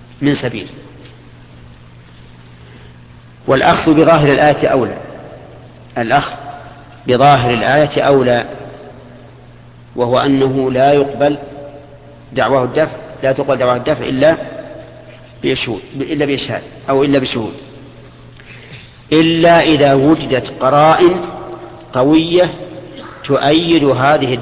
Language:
Arabic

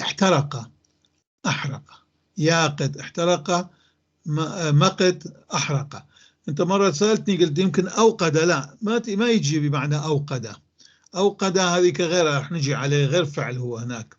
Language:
North Levantine Arabic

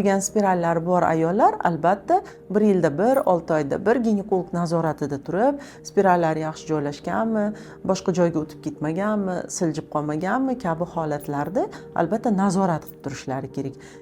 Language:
Uzbek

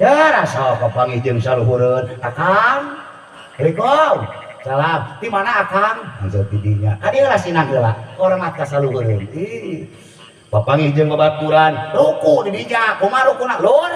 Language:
Sundanese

